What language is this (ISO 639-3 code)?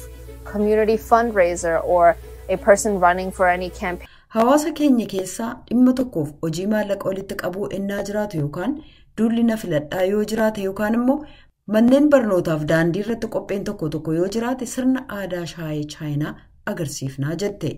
orm